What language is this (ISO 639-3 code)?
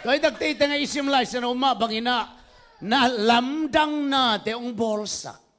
ctd